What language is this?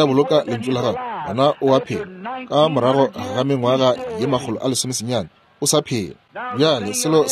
Northern Sotho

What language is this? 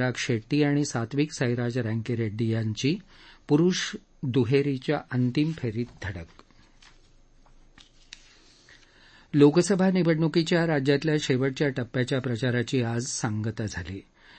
Marathi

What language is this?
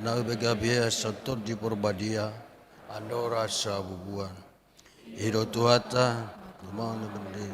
Batak Toba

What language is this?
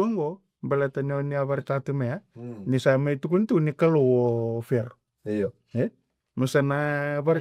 Fijian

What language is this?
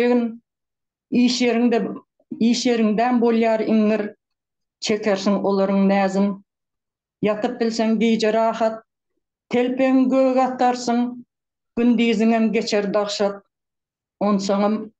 Turkmen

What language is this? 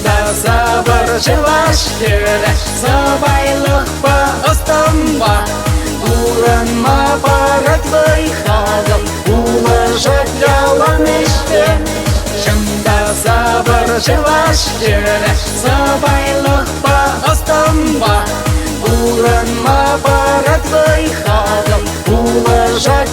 Chuvash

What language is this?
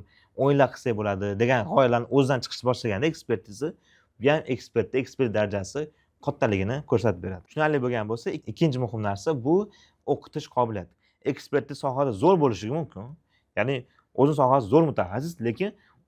Uzbek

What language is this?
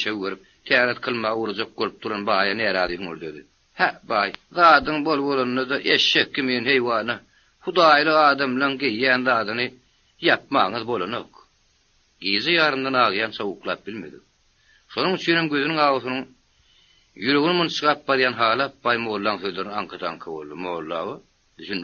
Turkmen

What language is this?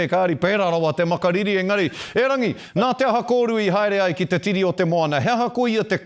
Māori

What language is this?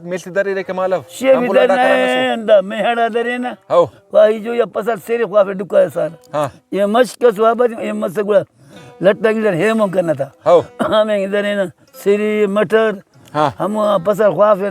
Brahui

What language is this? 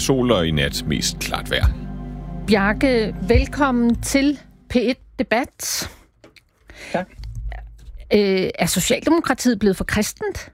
Danish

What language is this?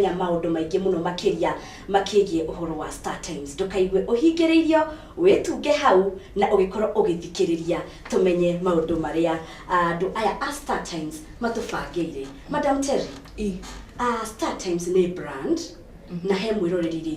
Kikuyu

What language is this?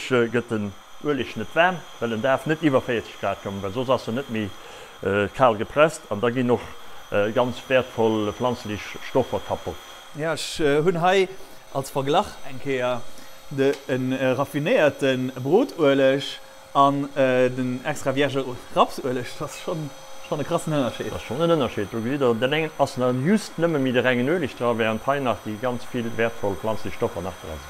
Luxembourgish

